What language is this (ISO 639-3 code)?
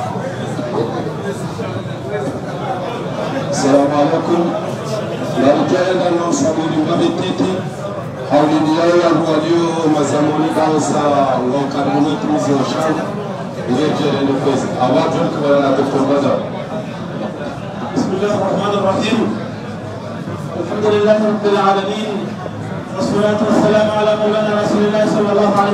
swa